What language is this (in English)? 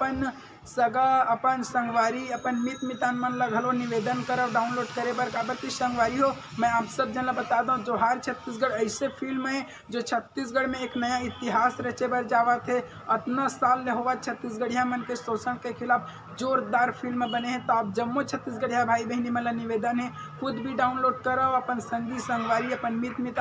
Chhattisgarhi